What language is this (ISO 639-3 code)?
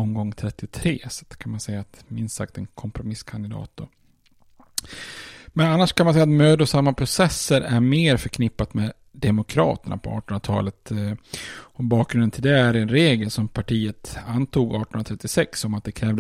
swe